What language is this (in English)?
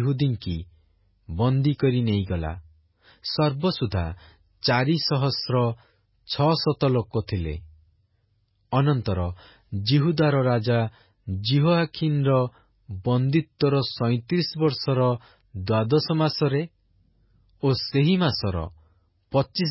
Odia